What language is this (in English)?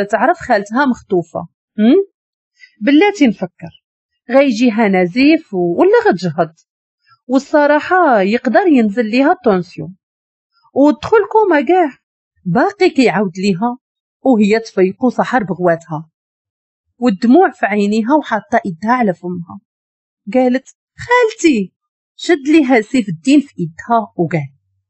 Moroccan Arabic